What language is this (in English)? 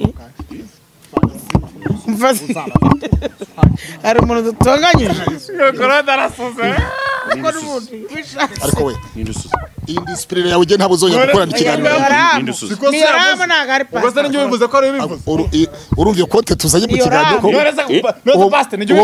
Kinyarwanda